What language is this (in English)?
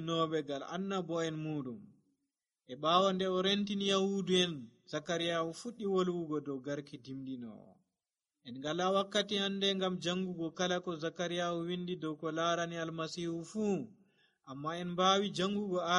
Nigerian Fulfulde